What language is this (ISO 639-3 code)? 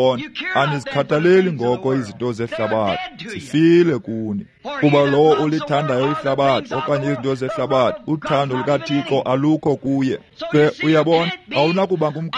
xho